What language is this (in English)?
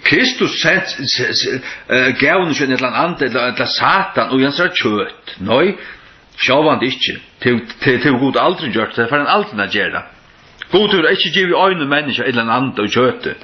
Faroese